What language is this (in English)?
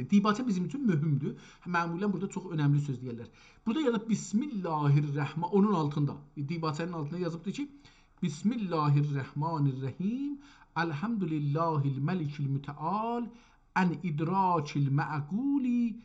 South Azerbaijani